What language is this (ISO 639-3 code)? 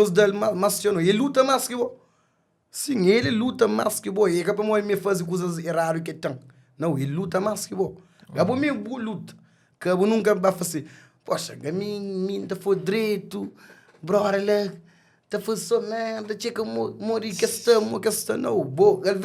kea